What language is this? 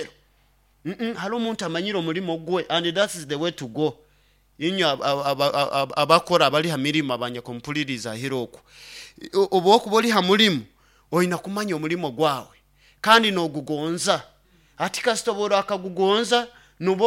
Nyoro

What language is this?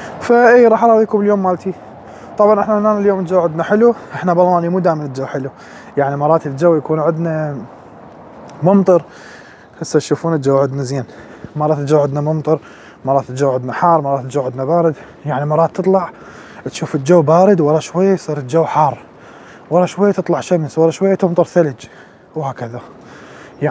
Mesopotamian Arabic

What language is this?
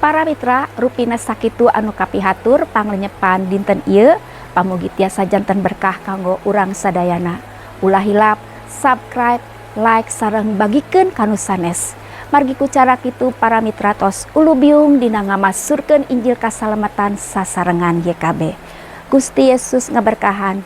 Sundanese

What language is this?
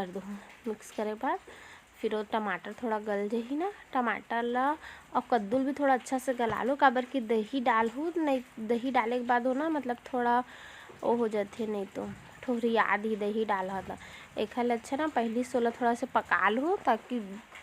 Chhattisgarhi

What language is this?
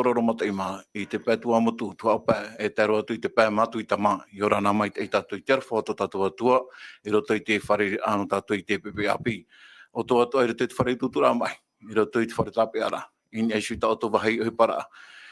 Tahitian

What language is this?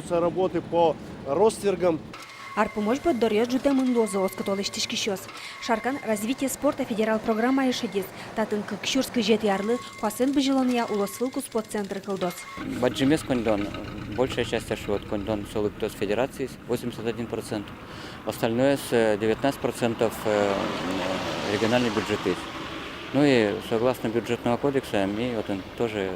Udmurt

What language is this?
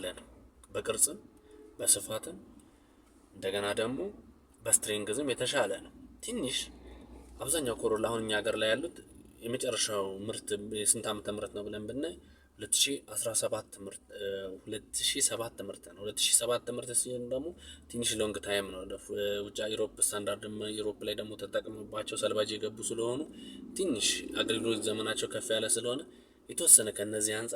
Amharic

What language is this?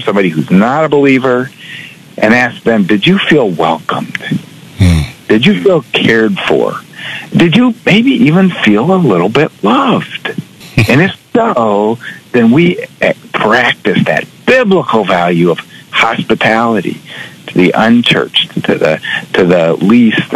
English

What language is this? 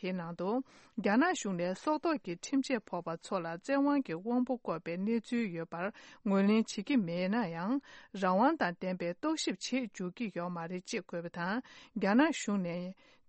Tibetan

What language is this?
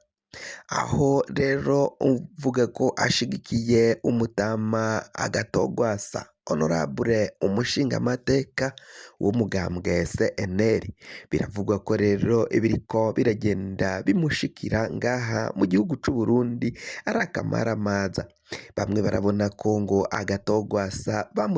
Rundi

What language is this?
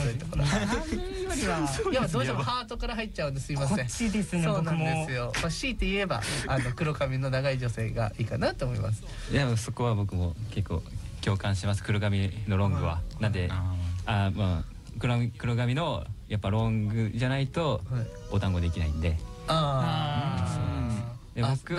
Japanese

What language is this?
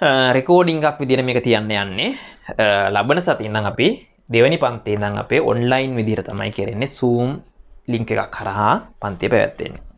Sinhala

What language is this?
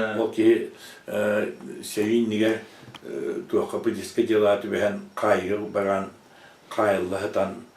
Yakut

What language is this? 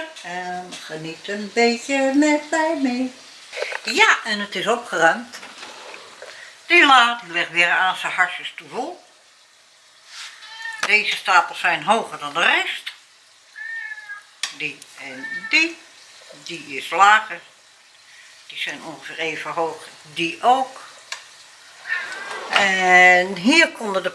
Dutch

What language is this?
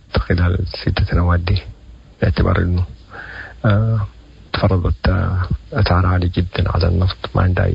Sudanese Arabic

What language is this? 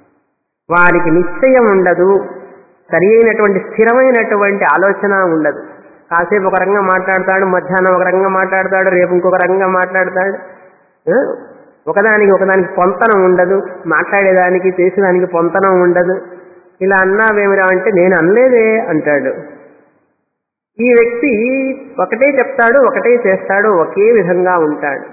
Telugu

